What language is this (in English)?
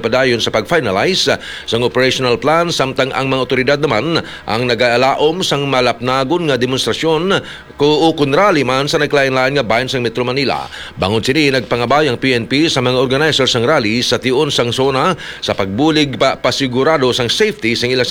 Hiligaynon